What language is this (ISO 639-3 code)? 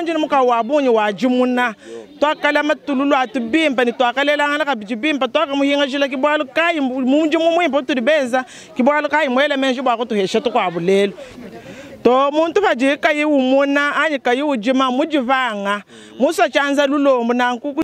lua